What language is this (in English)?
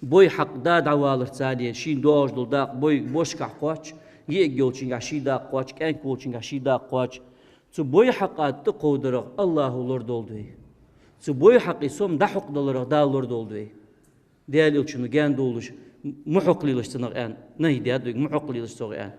Ingush